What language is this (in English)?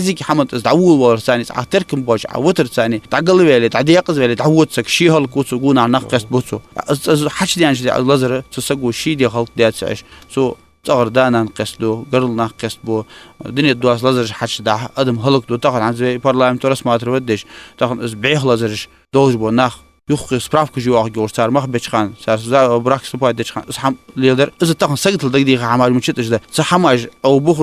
Ingush